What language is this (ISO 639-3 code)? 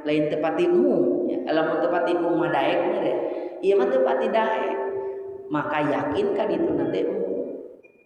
sun